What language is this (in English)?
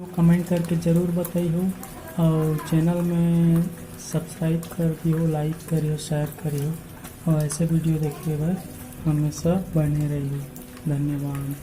Chhattisgarhi